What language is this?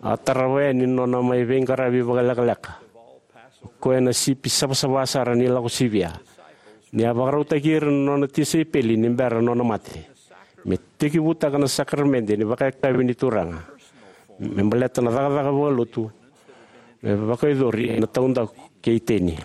Fijian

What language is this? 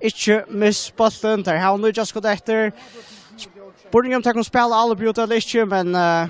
Faroese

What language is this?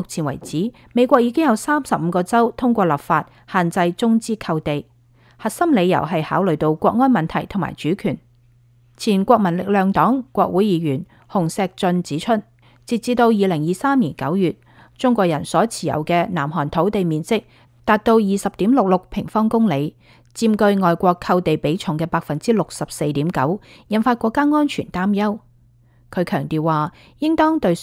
Cantonese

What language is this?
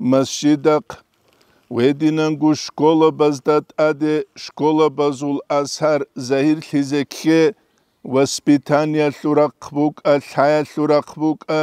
Avaric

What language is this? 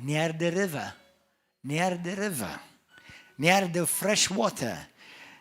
English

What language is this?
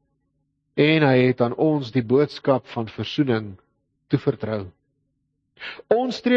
Afrikaans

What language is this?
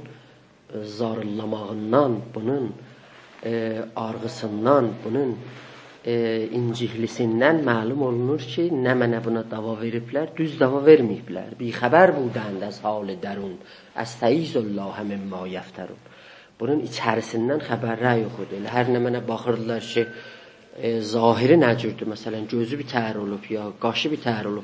South Azerbaijani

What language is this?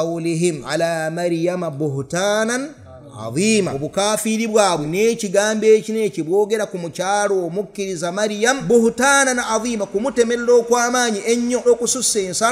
Ganda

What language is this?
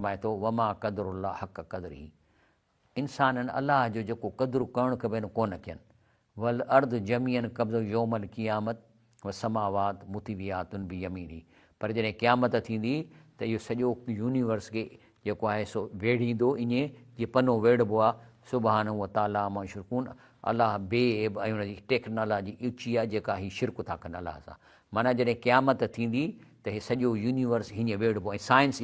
Sindhi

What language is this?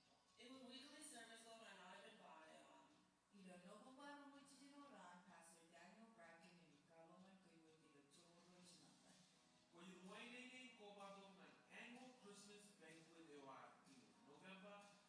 Marshallese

